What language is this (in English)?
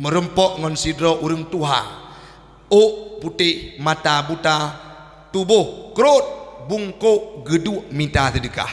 Achinese